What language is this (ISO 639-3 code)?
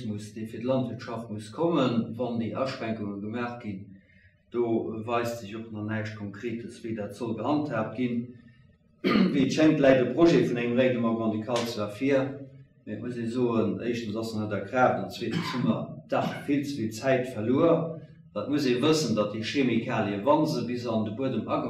ltz